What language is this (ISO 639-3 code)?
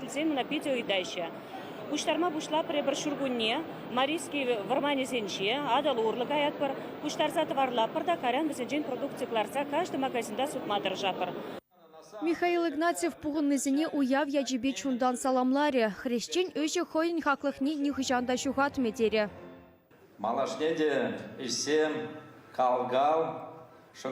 chv